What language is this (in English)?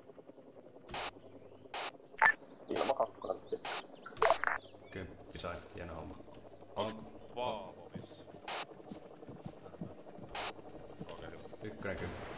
Finnish